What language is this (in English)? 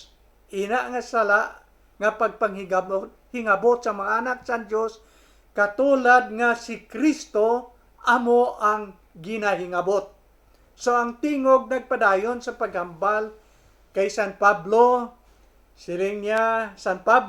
Hiligaynon